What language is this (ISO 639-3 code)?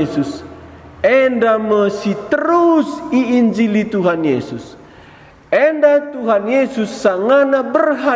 btx